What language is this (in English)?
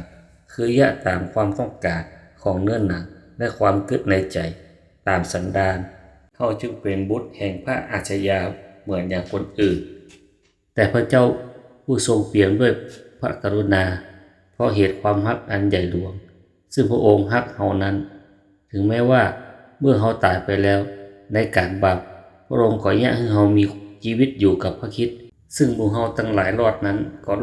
Northern Thai